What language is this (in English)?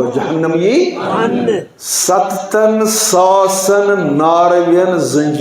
Kashmiri